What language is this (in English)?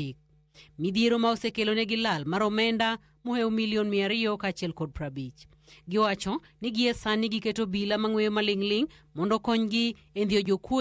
Luo (Kenya and Tanzania)